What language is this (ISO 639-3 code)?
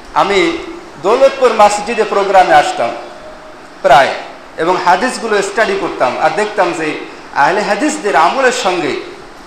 ben